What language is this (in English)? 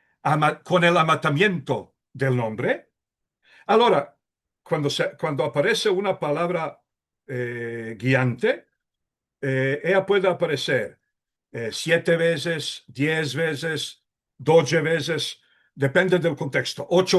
Ladino